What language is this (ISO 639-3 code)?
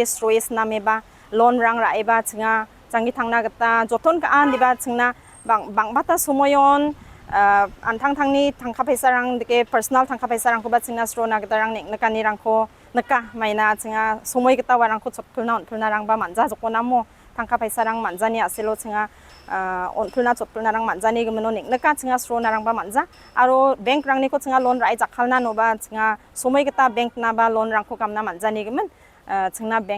grt